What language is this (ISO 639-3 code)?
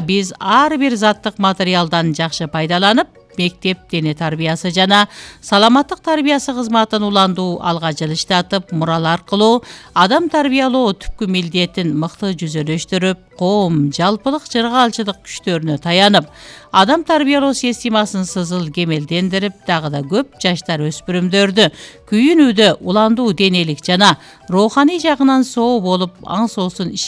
kir